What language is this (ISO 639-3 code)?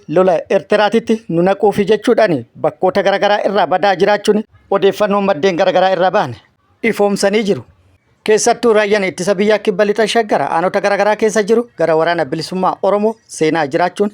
orm